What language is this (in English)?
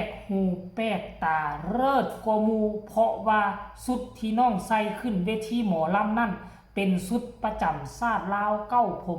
Northeastern Thai